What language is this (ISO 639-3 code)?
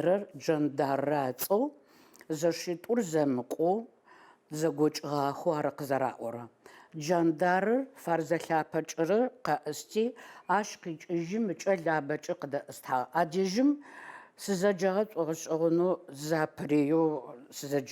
ady